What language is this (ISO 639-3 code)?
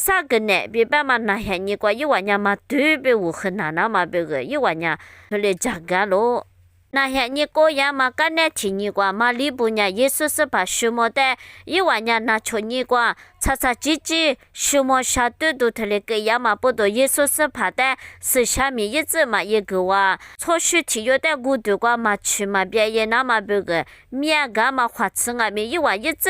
lis